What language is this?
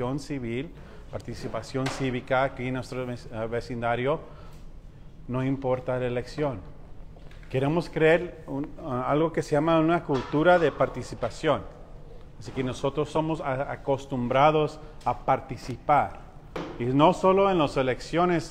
Spanish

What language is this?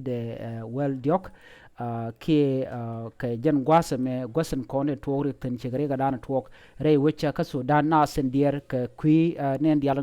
Nuer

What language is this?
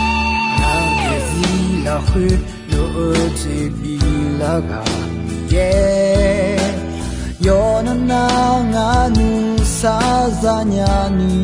Akha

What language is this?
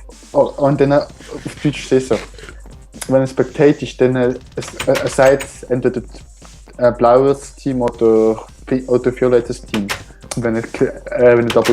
Swiss German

